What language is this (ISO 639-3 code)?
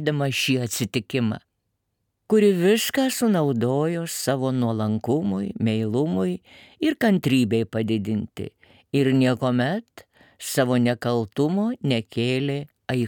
lit